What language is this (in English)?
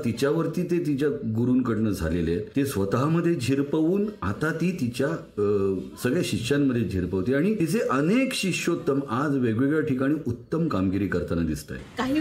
Marathi